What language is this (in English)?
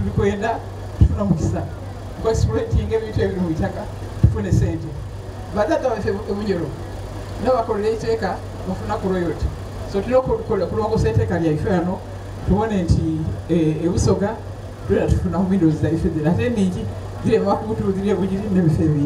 Soga